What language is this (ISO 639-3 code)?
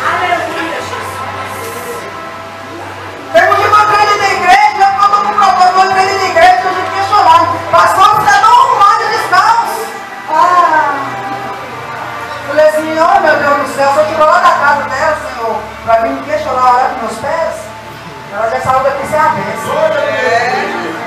por